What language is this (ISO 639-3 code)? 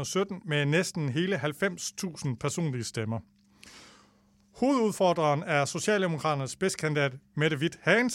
dan